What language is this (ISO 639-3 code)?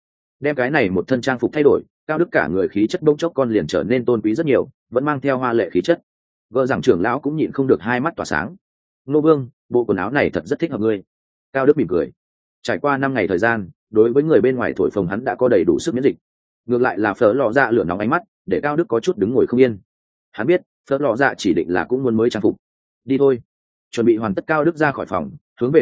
vie